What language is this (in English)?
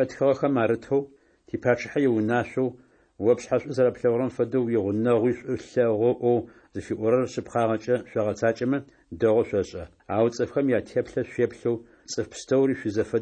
Adyghe